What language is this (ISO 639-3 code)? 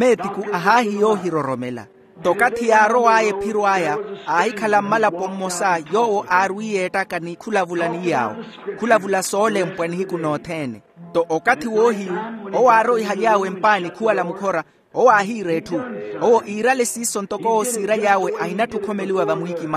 vmw